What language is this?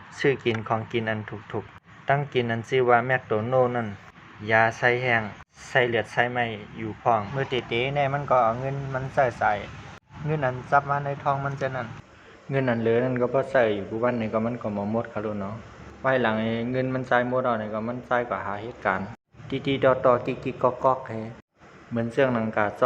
Shan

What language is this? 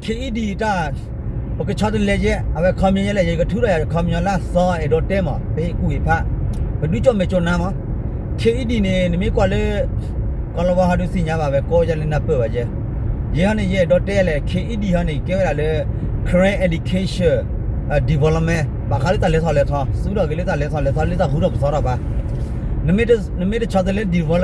S'gaw Karen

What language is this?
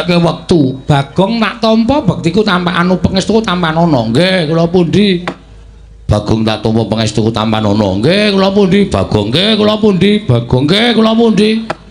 Javanese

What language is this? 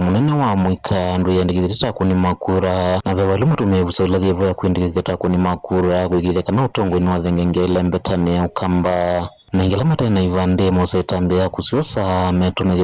Kamba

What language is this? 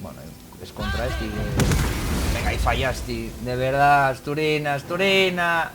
Asturian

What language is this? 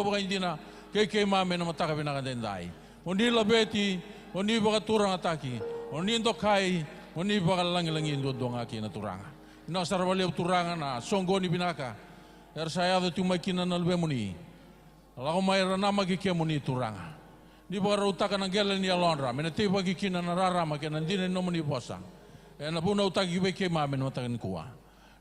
Fijian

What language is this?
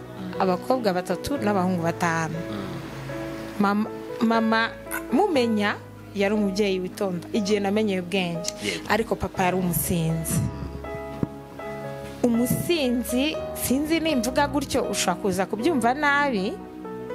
Kinyarwanda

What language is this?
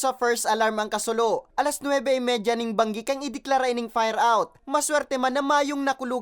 Bikol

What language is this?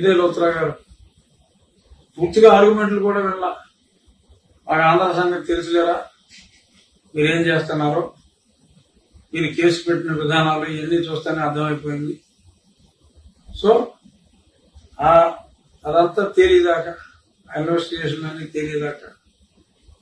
Telugu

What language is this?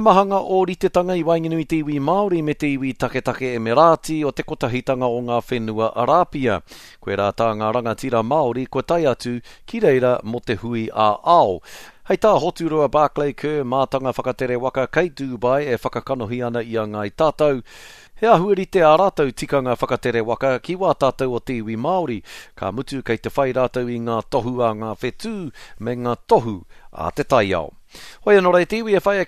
Māori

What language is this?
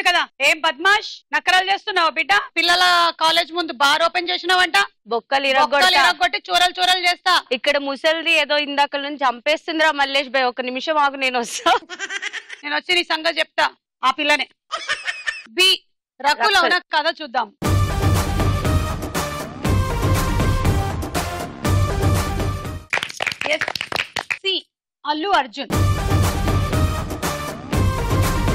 Telugu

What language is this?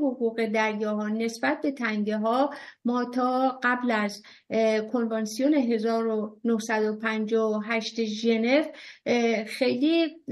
Persian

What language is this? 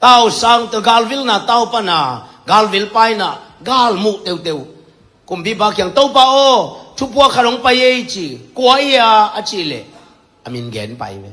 Tedim Chin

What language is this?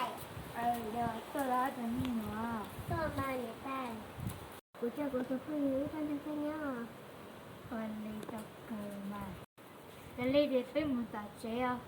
Hmong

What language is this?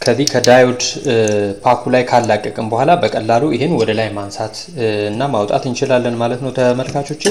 Amharic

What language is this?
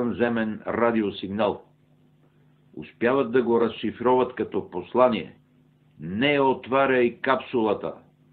Bulgarian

